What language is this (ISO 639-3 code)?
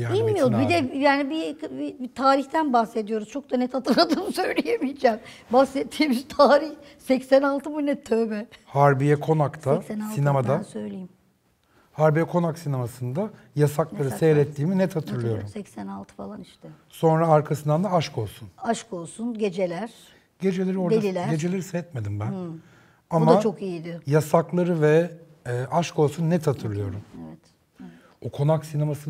tur